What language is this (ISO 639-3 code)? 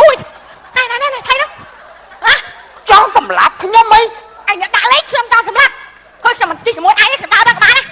khm